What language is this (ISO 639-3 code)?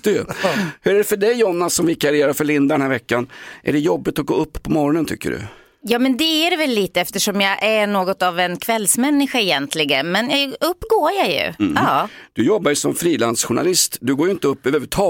swe